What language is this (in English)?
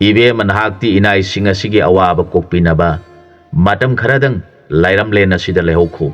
Manipuri